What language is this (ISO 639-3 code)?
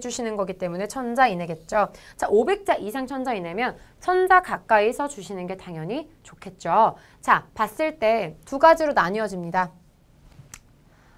kor